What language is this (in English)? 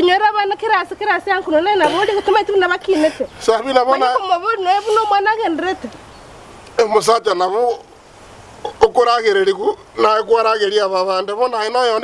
Gusii